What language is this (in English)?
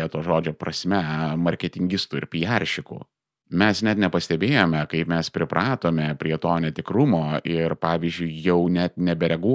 Lithuanian